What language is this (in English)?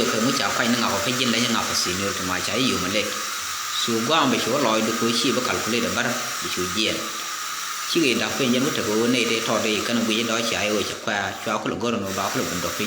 Nuer